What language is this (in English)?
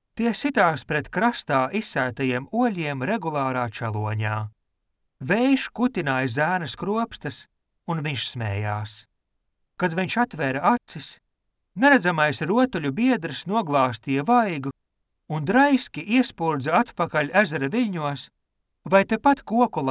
Latvian